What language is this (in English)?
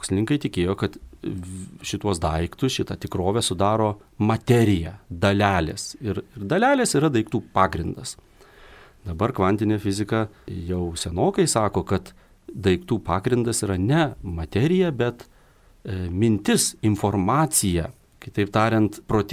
Lithuanian